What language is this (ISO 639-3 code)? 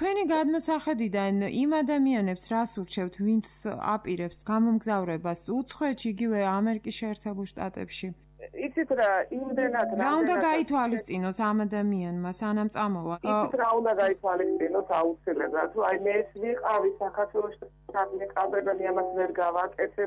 kat